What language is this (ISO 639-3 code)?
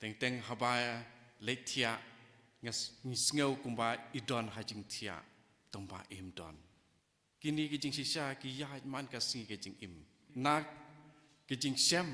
kha